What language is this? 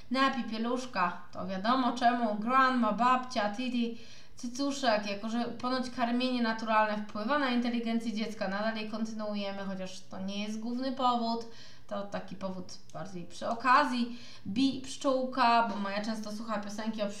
Polish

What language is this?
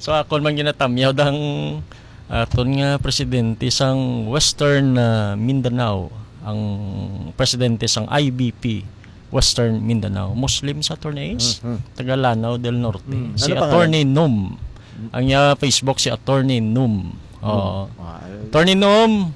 Hiligaynon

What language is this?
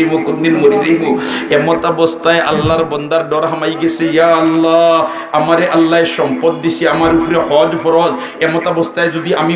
Sylheti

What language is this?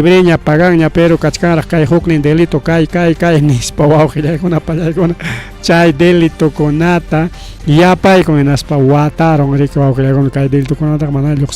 Ayacucho Quechua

